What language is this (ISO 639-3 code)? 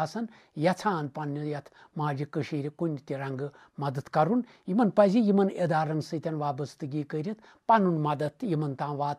kas